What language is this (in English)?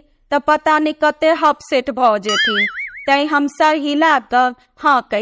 Maithili